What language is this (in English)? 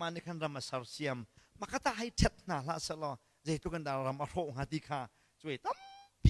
Hakha Chin